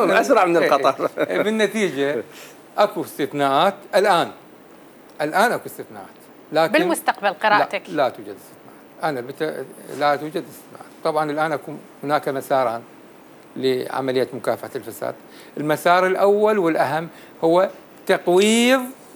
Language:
North Levantine Arabic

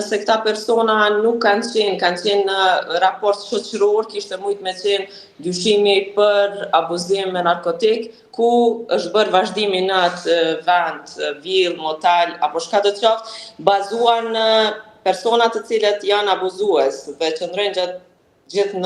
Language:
Albanian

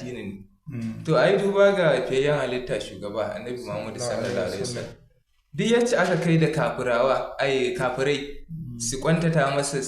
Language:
Hausa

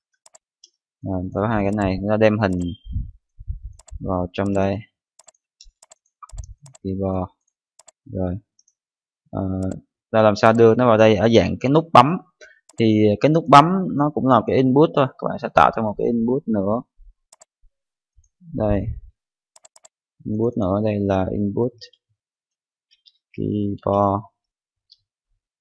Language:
Vietnamese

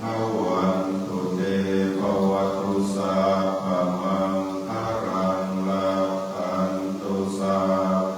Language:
Pali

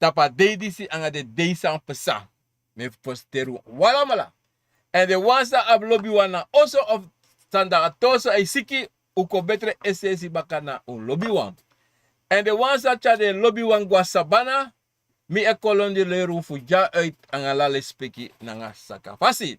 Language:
Sranan Tongo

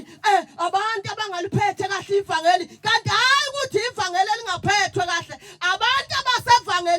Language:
Zulu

